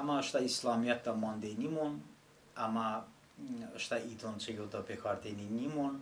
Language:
Talysh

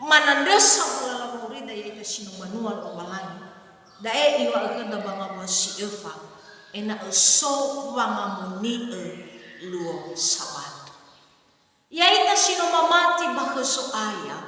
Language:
Nias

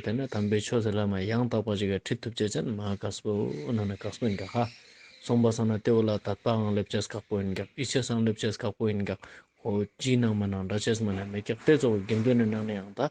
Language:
Ladakhi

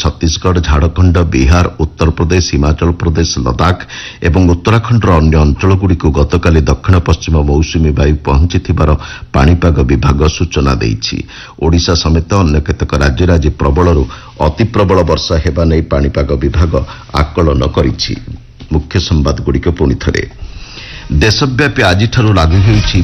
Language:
Odia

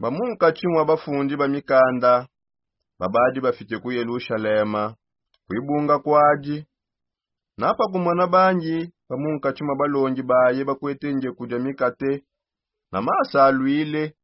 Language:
Songe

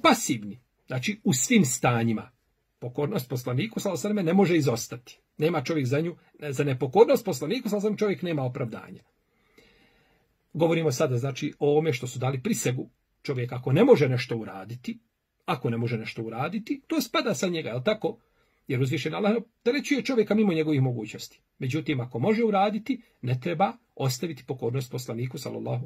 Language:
Bosnian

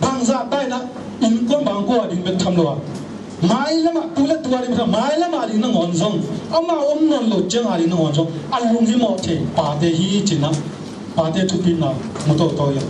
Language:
Tedim Chin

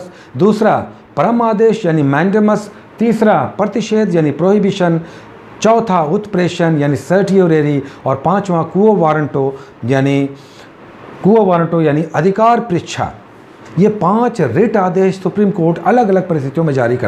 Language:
Hindi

